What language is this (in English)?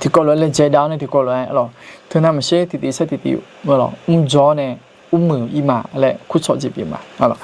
Akha